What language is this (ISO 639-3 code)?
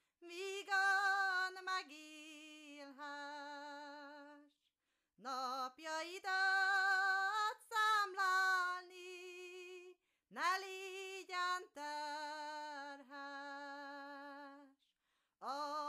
hun